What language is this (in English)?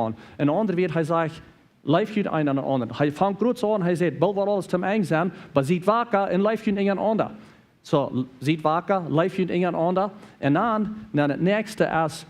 Plautdietsch